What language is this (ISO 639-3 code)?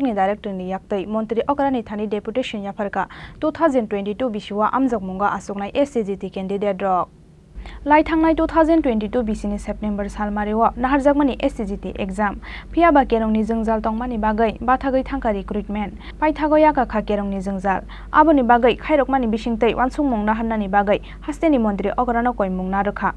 trp